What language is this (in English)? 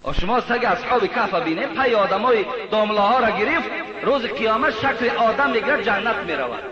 Tajik